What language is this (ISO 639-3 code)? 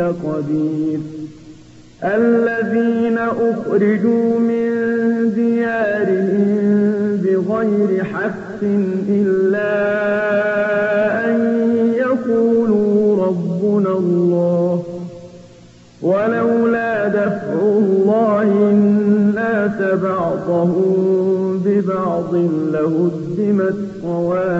ara